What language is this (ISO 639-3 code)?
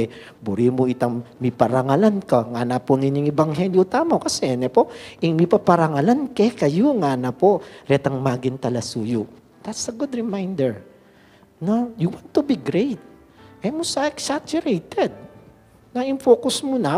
pam